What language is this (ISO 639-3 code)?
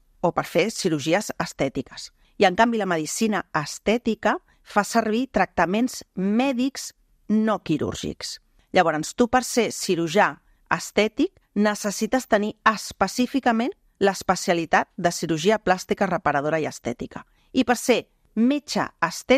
cat